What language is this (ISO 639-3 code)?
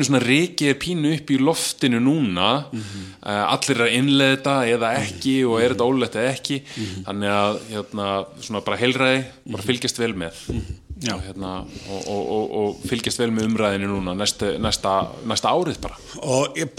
isl